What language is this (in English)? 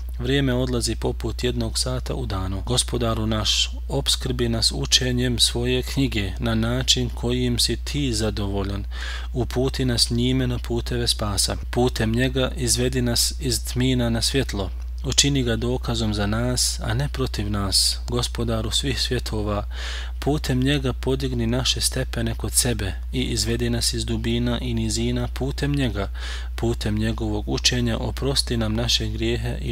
Bosnian